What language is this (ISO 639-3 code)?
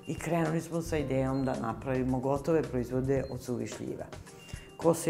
srp